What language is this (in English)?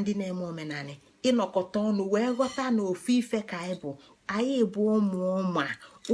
Igbo